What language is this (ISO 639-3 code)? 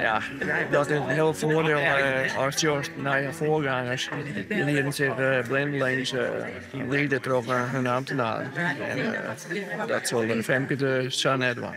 fry